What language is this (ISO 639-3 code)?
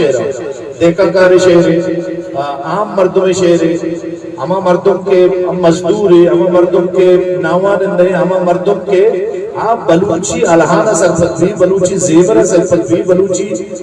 bgp